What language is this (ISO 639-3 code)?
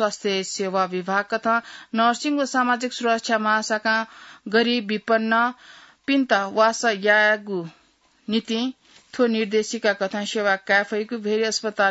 new